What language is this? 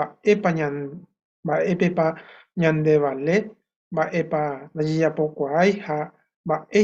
Guarani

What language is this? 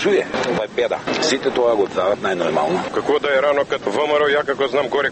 Macedonian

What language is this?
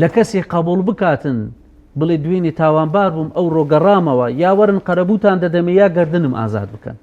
Central Kurdish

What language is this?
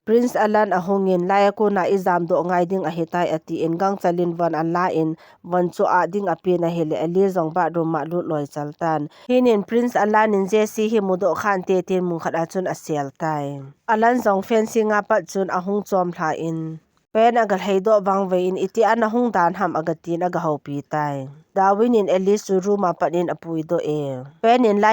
Thado Chin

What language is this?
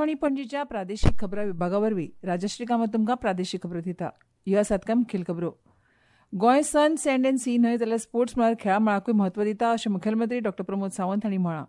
Konkani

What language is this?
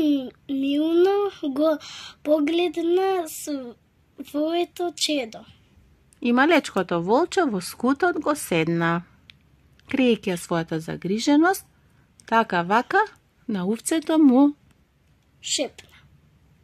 Macedonian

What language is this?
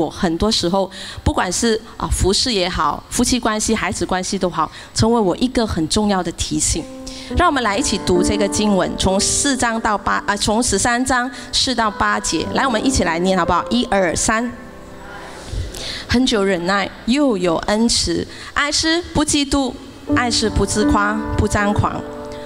Chinese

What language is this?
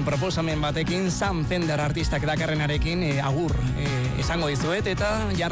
Basque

